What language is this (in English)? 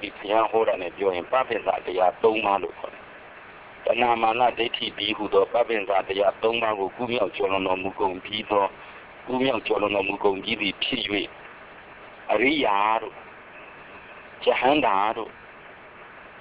Burmese